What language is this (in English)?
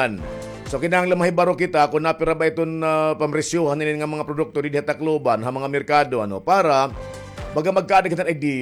Waray